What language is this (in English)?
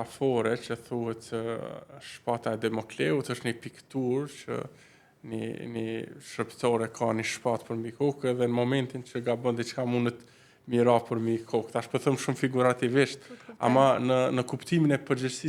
Albanian